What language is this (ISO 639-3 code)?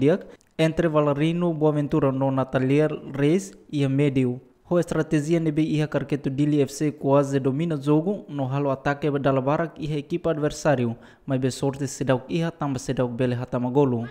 tet